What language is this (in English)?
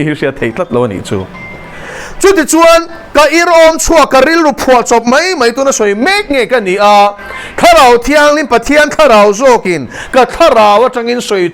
Mizo